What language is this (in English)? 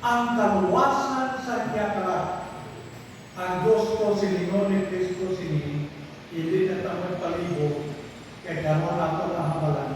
Hiligaynon